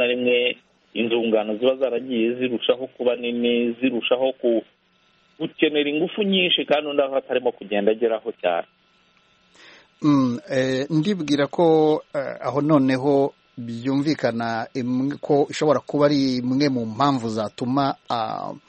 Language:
Kinyarwanda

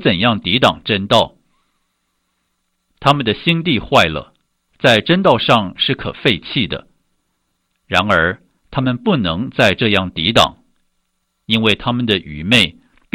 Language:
Chinese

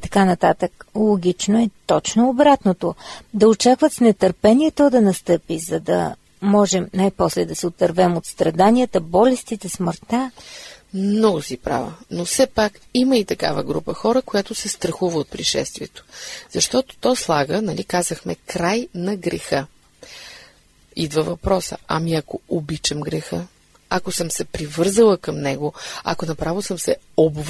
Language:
Bulgarian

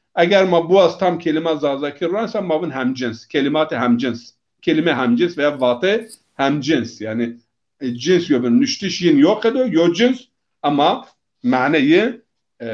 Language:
Zaza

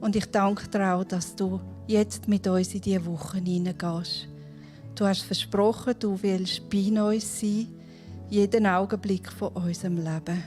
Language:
Swiss German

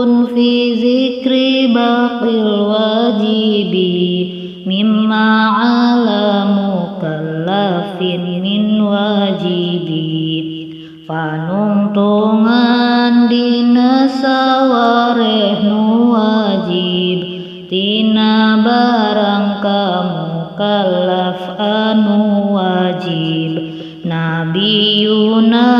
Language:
Sundanese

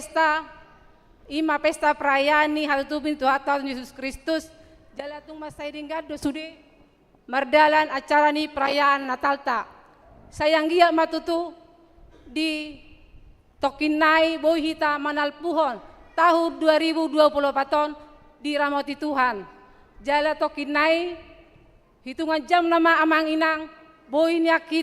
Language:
Batak Toba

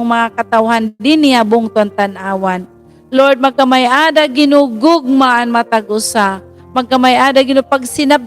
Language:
Waray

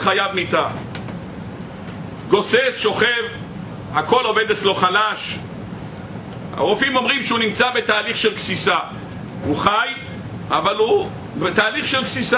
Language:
Hebrew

